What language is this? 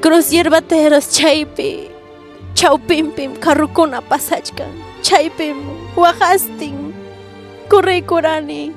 Ayacucho Quechua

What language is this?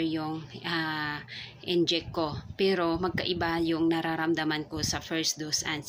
Filipino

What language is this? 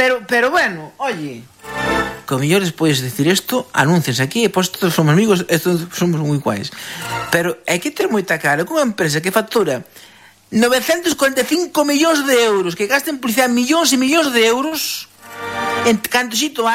Galician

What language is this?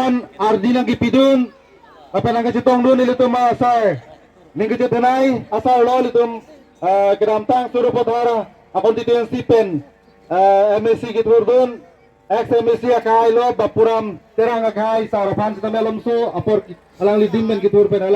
Karbi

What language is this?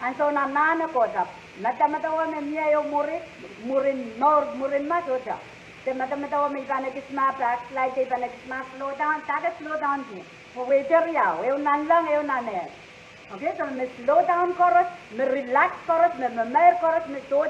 Pohnpeian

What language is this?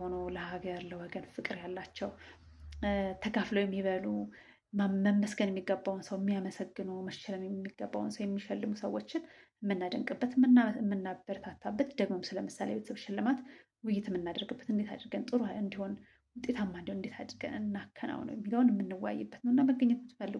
Amharic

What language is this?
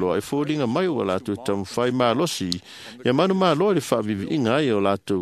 Samoan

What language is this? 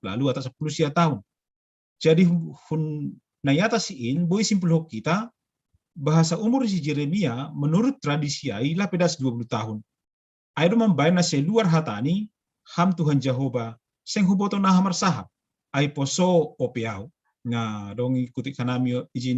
Batak Simalungun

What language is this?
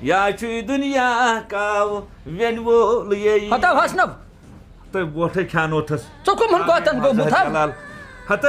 Kashmiri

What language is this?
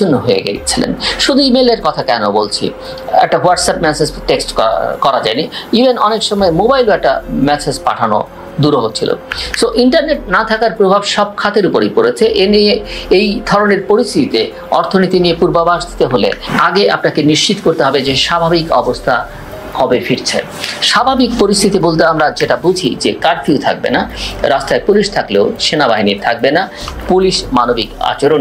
Bangla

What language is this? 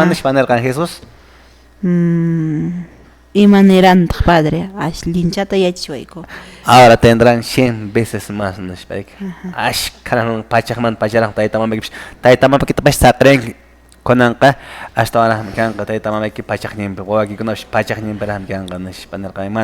Quechua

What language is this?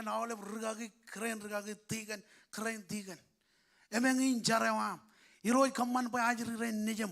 Marshallese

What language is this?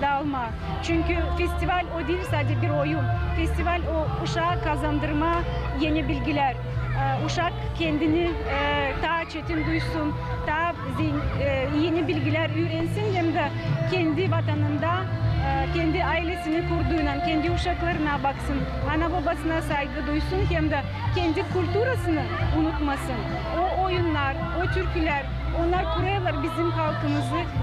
Gagauz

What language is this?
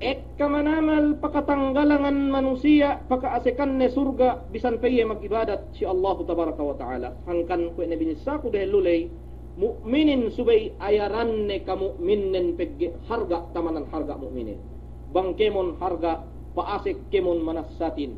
Yakan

